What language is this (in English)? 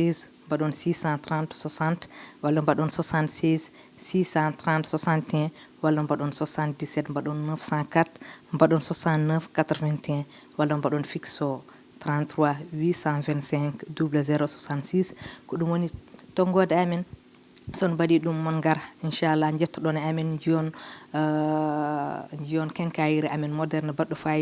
Fula